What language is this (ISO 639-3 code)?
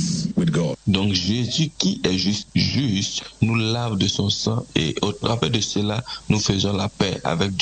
fra